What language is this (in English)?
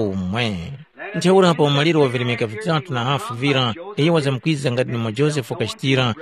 Tumbuka